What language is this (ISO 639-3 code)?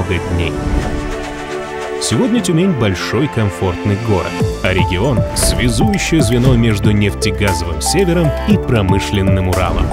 rus